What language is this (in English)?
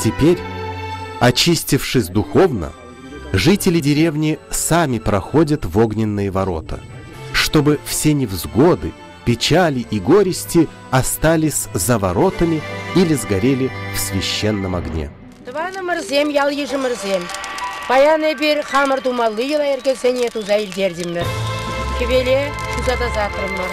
Chuvash